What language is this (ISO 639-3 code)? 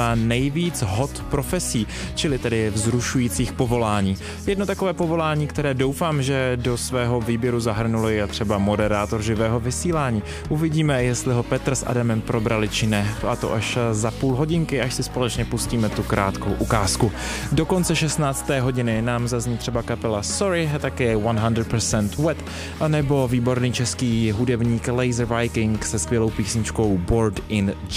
ces